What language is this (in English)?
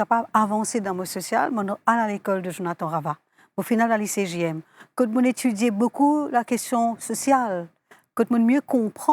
Morisyen